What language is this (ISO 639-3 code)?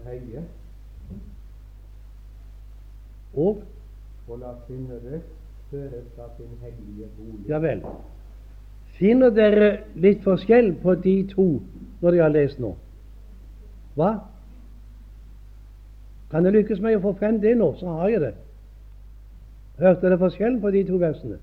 nor